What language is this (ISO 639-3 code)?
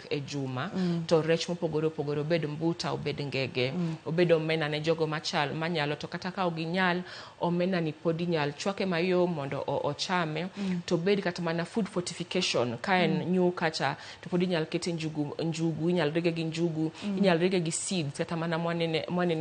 luo